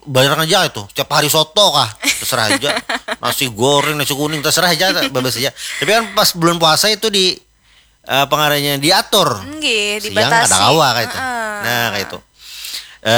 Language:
Banjar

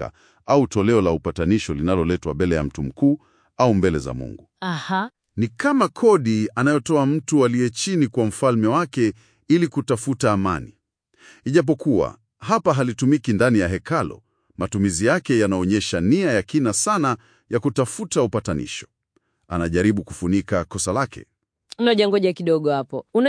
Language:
Swahili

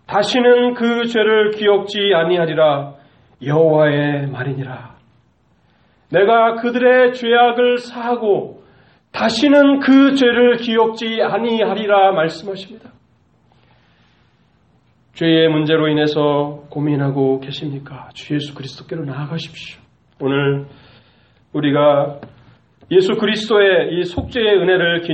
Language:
Korean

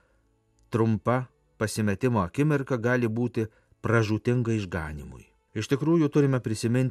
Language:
Lithuanian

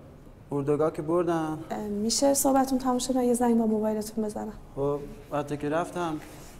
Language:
Persian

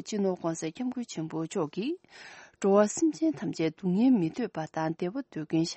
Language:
Tibetan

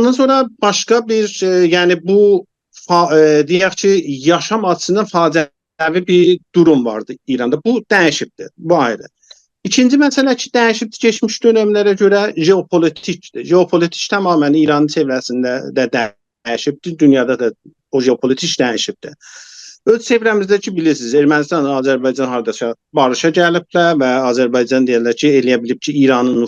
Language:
South Azerbaijani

